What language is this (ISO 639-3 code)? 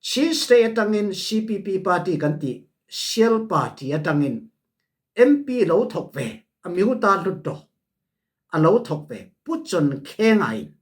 cfm